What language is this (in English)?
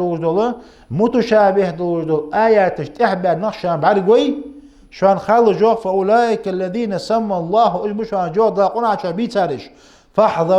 Ingush